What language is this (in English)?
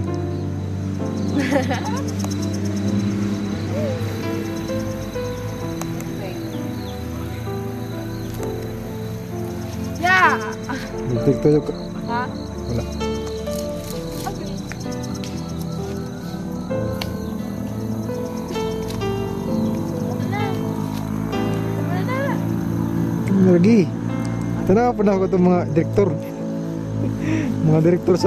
Filipino